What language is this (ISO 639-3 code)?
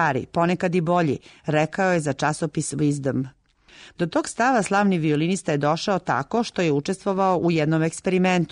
srp